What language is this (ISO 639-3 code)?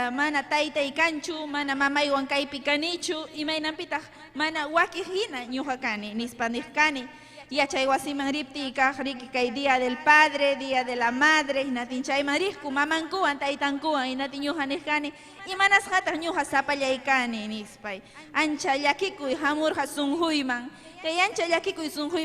quy